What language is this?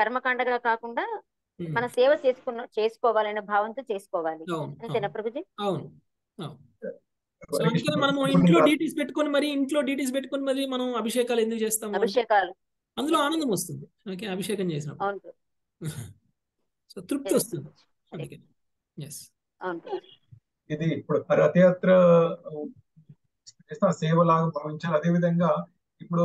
Telugu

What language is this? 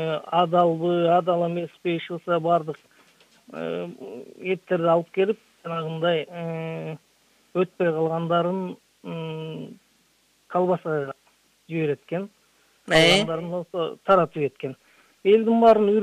Kyrgyz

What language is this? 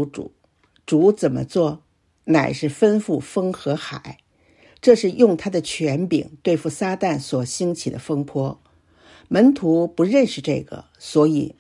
Chinese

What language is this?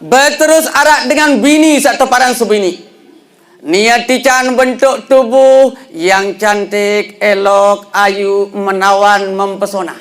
Sasak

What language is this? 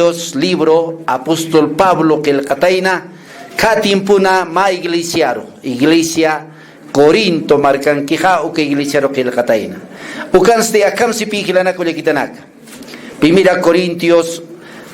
Aymara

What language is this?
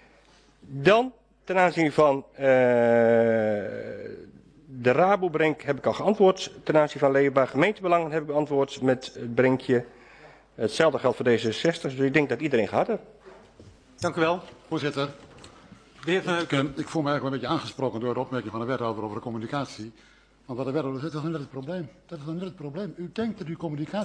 Dutch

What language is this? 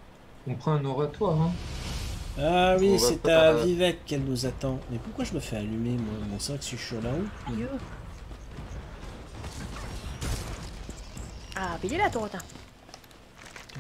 French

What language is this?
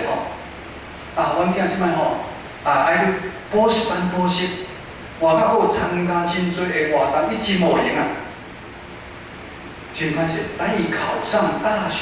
Min Nan Chinese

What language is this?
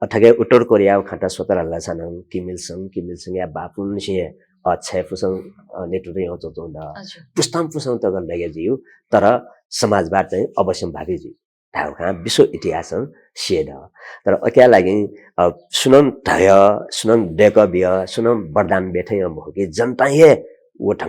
Newari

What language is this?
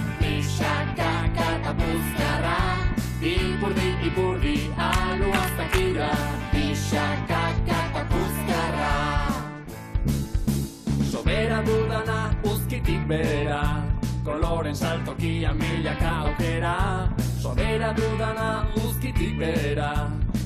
Basque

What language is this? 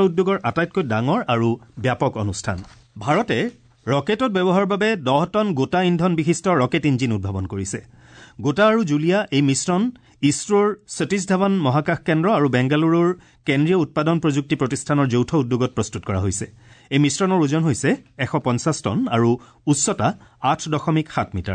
Assamese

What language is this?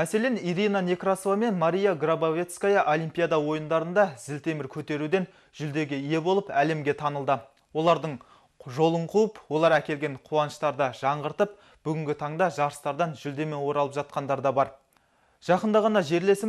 Kazakh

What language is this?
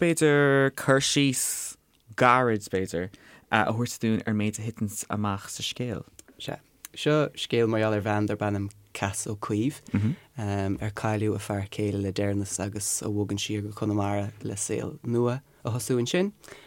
Irish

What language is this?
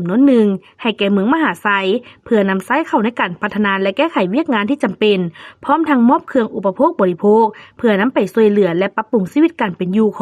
Lao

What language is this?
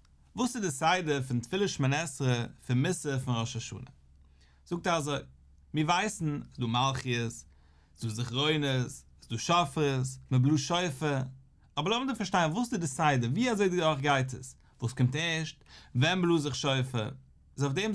Yiddish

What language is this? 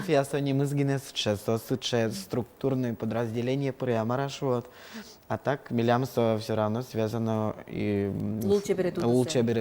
Udmurt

